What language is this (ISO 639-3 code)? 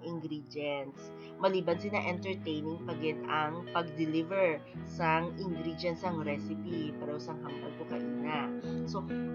hil